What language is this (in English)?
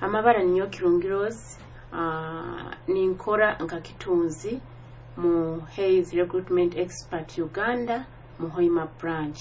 Nyoro